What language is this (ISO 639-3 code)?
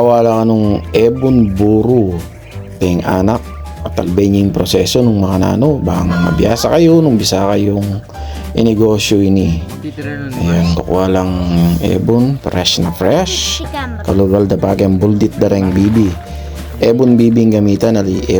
pam